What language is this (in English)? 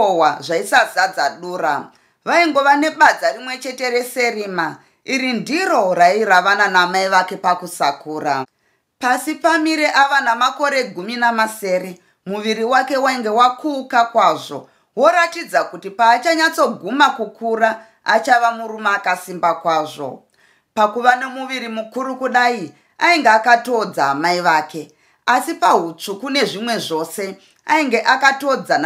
Shona